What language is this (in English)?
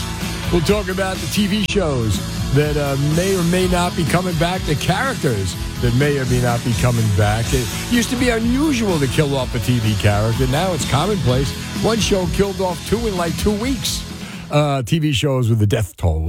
English